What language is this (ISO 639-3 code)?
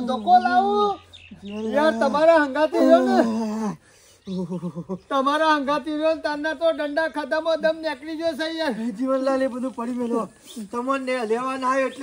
guj